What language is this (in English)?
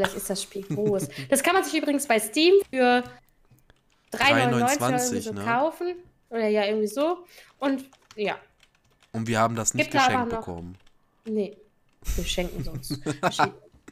German